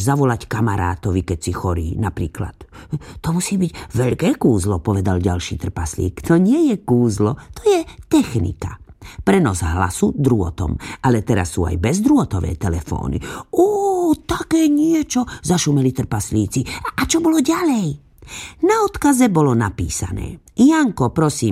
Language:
Slovak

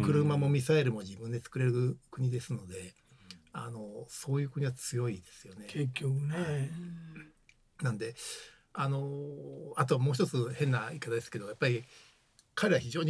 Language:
Japanese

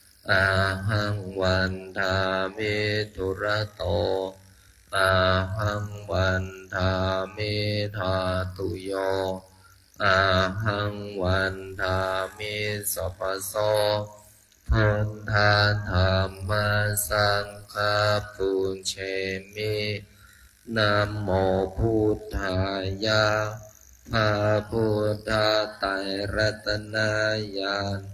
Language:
Pali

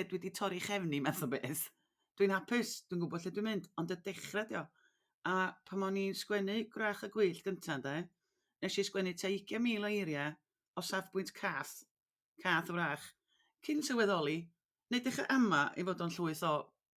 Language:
Welsh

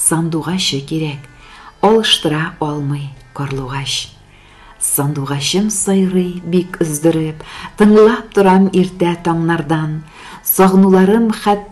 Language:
Tatar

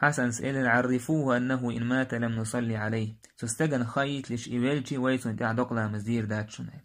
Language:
Chechen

